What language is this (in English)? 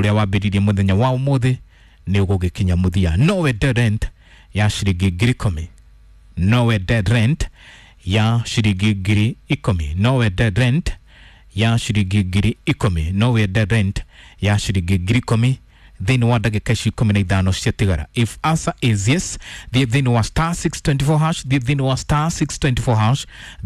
Kikuyu